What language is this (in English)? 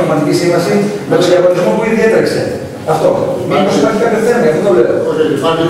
Greek